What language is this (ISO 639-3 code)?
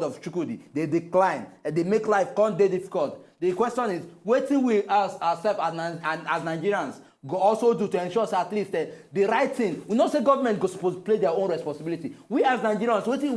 pcm